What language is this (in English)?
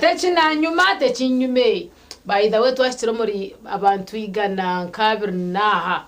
Nyankole